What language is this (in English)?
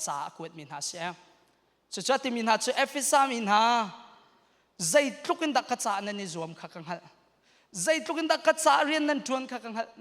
Hakha Chin